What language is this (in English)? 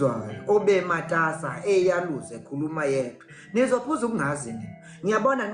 Zulu